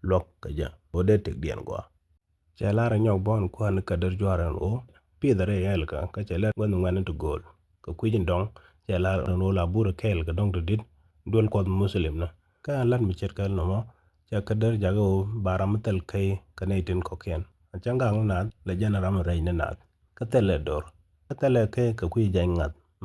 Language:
Nuer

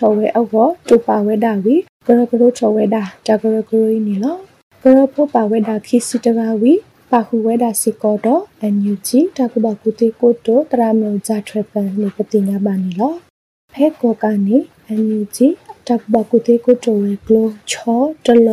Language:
Burmese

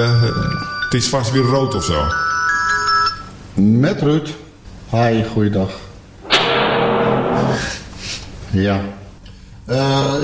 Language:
Dutch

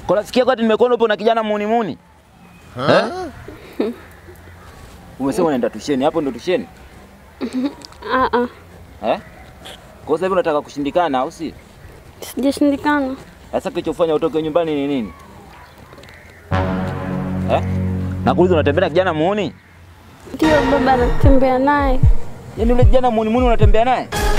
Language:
Swahili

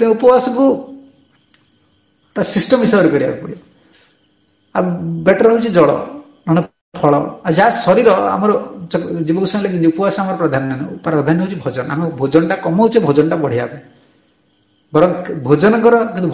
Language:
Odia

